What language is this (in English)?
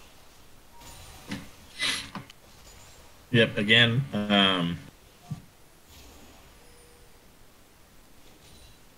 English